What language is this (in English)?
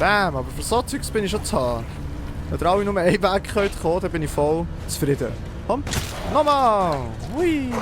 Swiss German